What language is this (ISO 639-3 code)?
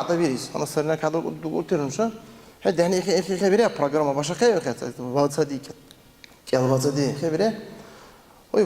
dar